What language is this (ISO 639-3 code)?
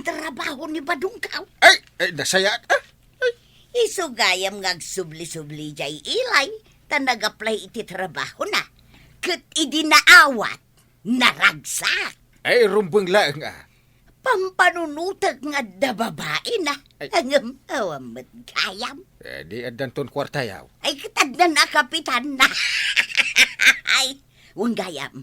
ilo